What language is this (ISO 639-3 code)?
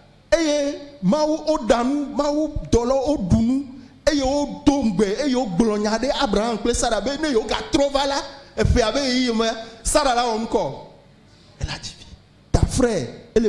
ewe